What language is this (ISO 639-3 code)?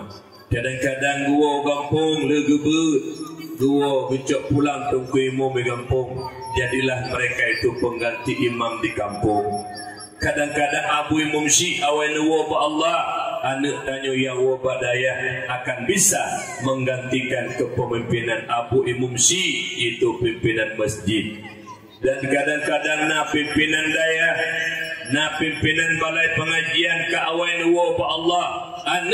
ace